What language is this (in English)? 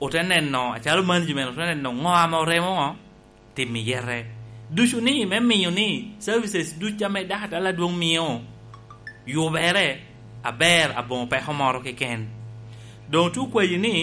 Lango (Uganda)